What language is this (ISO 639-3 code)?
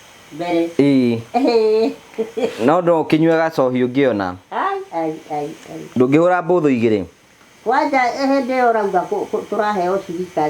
kik